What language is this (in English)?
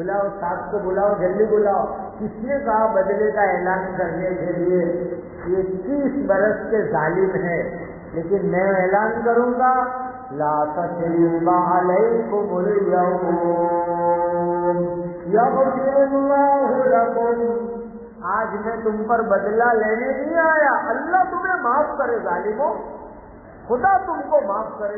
Urdu